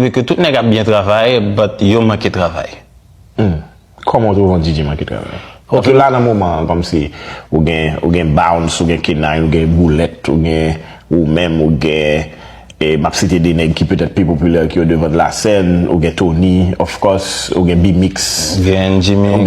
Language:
Haitian Creole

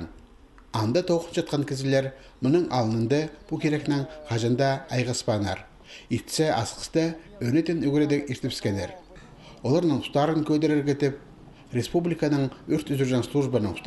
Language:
Khakas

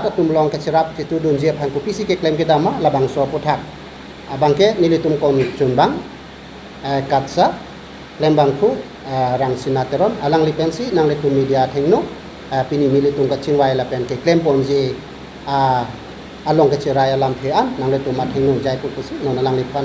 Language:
Karbi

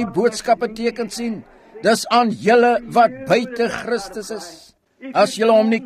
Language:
Afrikaans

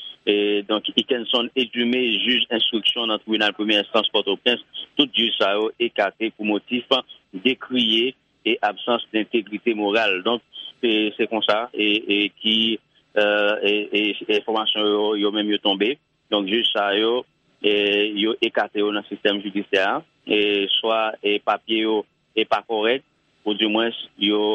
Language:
Haitian Creole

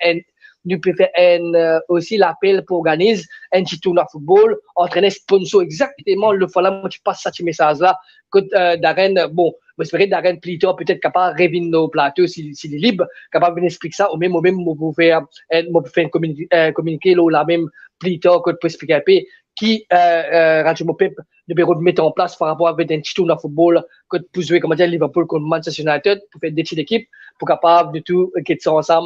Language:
Morisyen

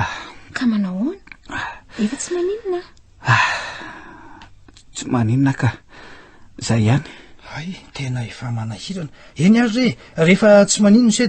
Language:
Malagasy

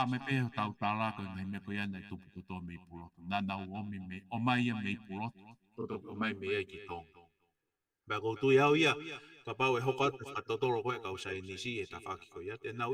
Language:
Tongan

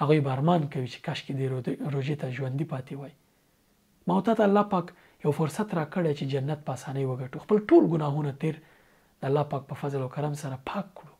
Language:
Pashto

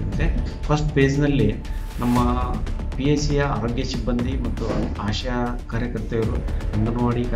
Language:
Kannada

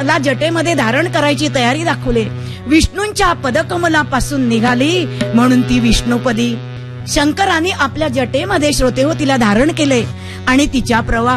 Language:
Marathi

